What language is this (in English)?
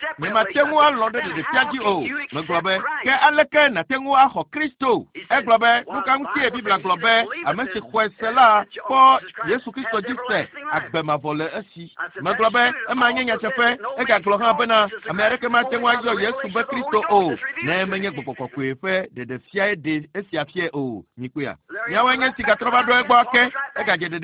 Ewe